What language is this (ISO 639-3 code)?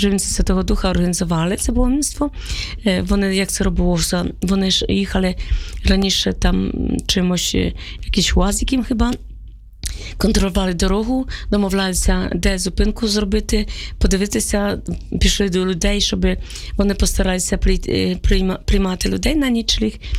ukr